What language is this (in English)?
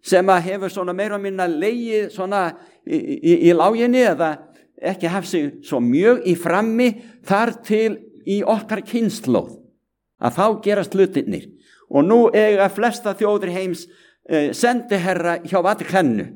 Icelandic